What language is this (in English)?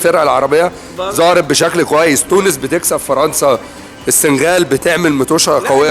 Egyptian Arabic